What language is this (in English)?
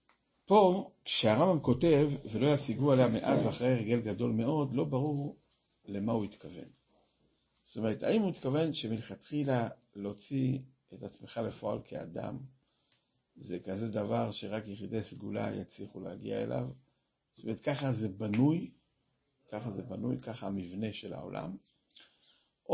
Hebrew